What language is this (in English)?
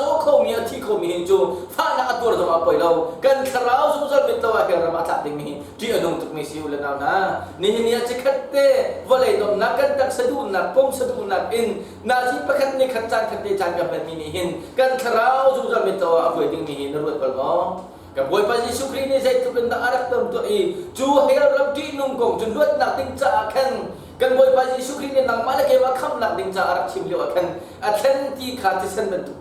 Hakha Chin